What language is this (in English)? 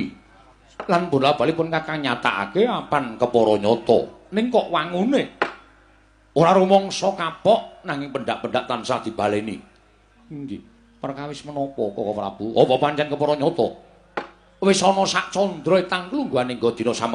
Javanese